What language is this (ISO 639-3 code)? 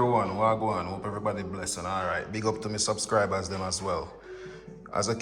jam